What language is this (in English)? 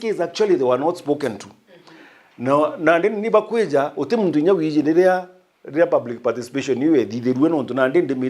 Meru